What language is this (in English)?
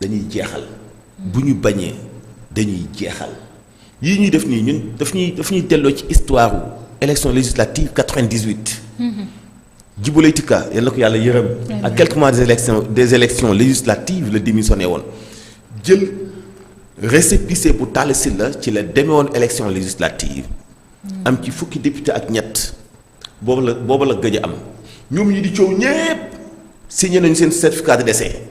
Wolof